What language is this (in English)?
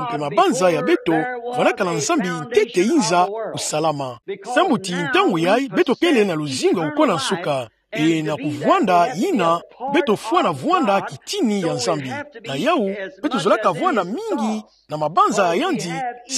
Kituba (Democratic Republic of Congo)